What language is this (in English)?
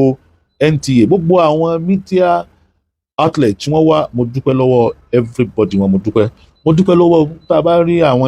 Yoruba